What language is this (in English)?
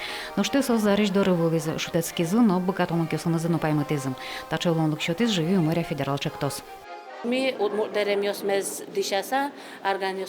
Udmurt